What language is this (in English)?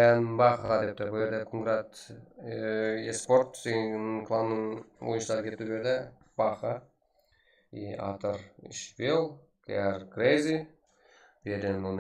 Kara-Kalpak